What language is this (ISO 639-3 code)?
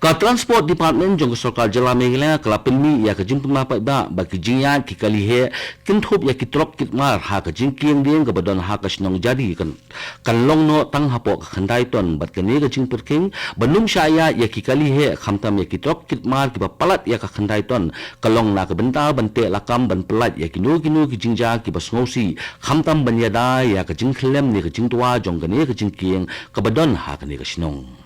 kha